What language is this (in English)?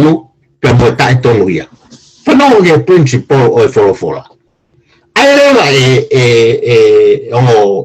Tongan